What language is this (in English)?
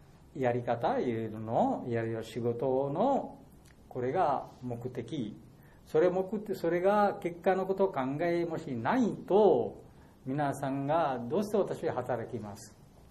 Japanese